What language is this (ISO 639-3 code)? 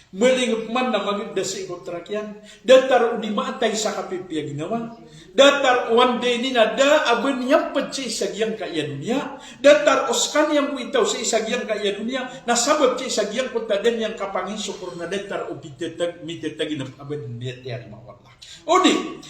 mrw